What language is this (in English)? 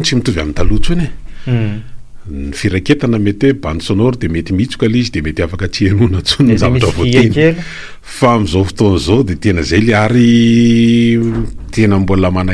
Malagasy